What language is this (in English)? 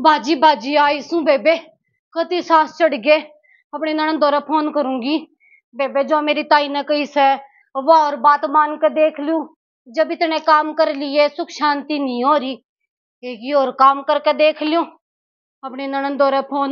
Haryanvi